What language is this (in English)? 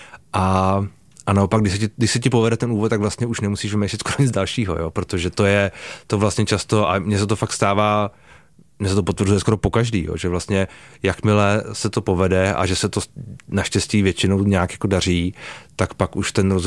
Czech